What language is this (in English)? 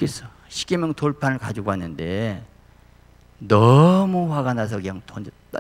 Korean